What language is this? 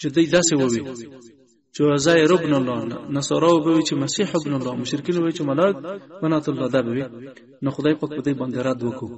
Pashto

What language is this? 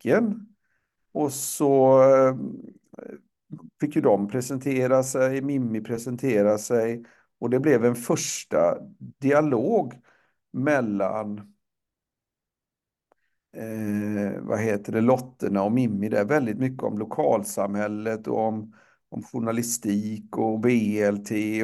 Swedish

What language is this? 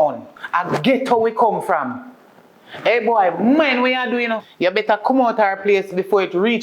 Jamaican Creole English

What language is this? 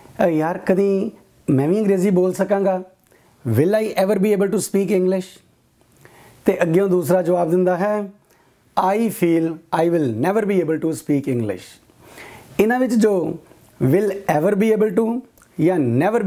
Punjabi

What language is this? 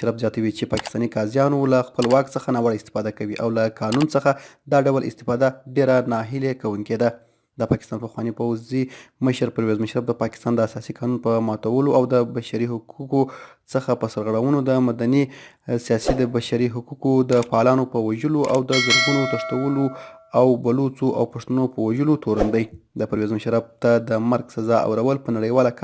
Pashto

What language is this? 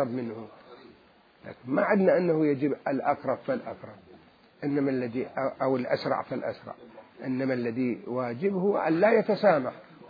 Mesopotamian Arabic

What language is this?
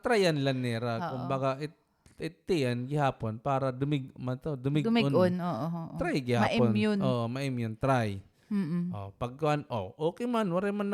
Waray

